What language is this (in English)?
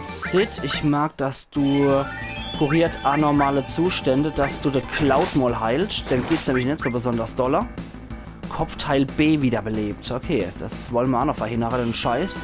Palatine German